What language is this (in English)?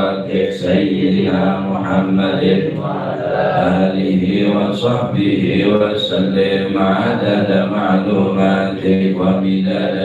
Madurese